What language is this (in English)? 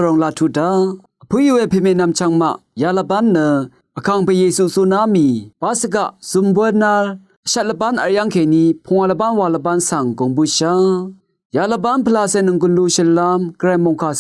Rawang